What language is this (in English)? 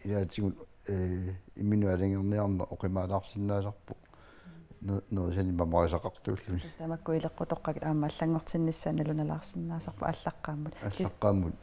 Kalaallisut